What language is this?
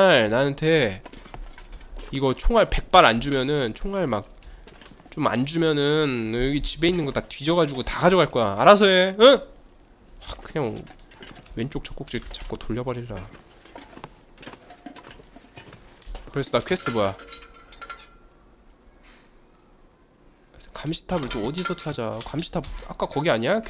Korean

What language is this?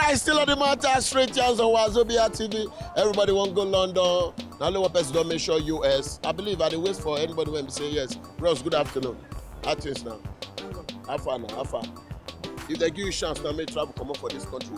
Nigerian Pidgin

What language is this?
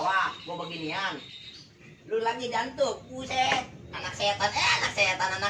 Betawi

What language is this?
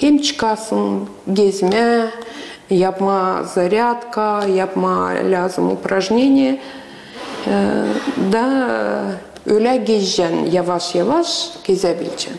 Gagauz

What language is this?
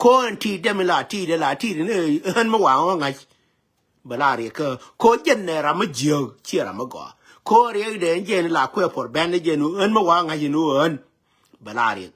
Nuer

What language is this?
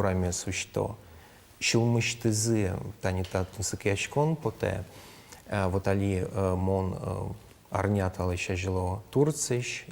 Udmurt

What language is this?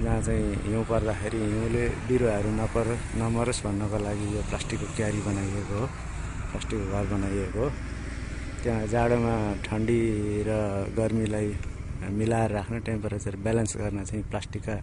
Nepali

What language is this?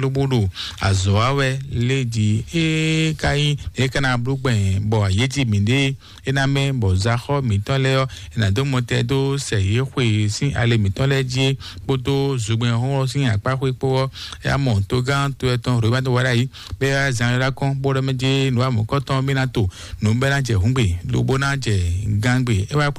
Fon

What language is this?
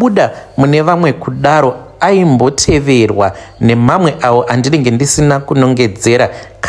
Shona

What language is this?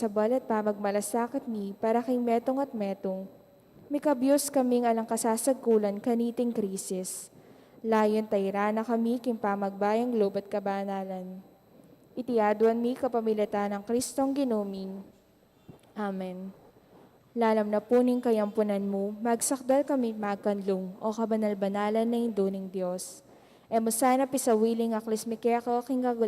Pampanga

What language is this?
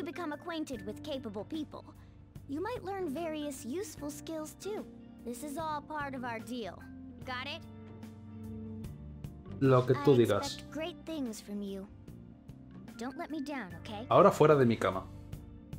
Spanish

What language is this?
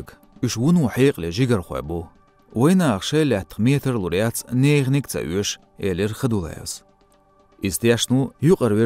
Chechen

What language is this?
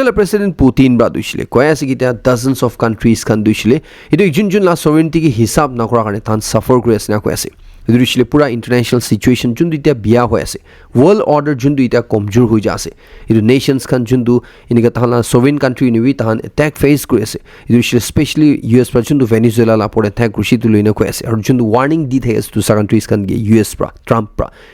Naga Pidgin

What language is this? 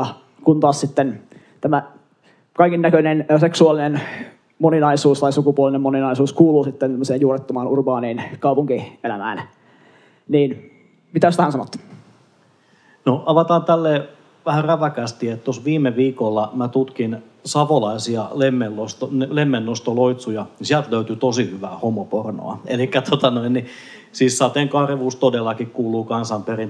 Finnish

